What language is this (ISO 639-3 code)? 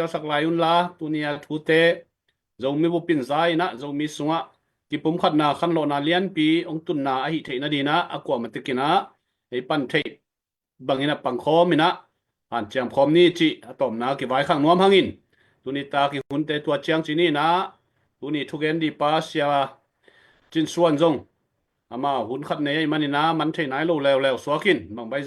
ctd